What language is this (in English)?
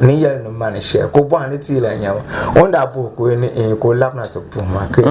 Dagbani